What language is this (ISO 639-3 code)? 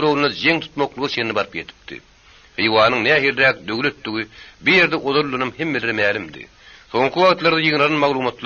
tuk